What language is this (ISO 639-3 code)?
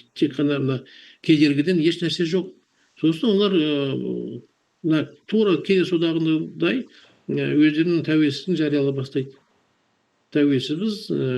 kaz